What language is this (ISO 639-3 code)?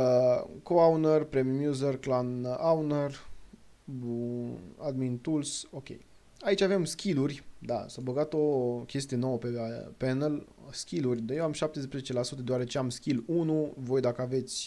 ron